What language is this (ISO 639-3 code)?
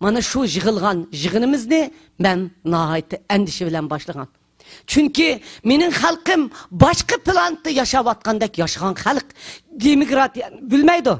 uig